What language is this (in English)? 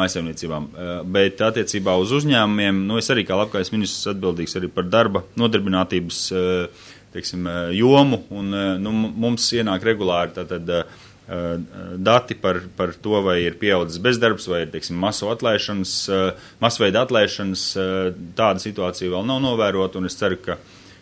Latvian